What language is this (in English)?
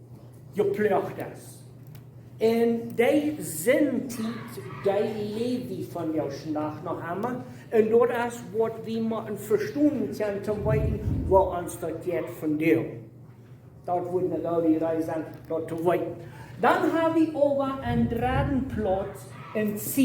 Plautdietsch